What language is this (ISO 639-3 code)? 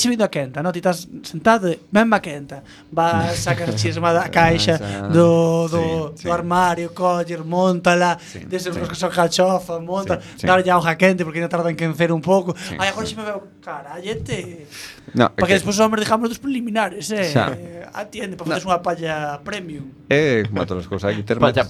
glg